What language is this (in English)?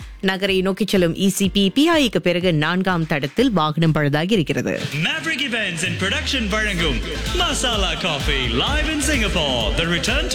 Tamil